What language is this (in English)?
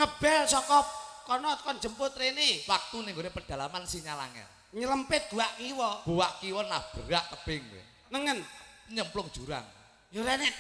Javanese